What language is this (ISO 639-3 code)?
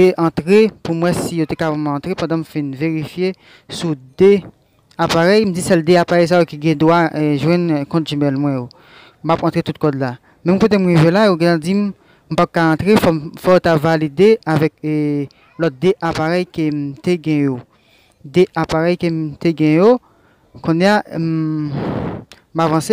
hat